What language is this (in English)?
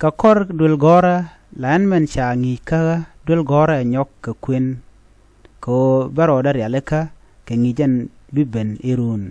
Nuer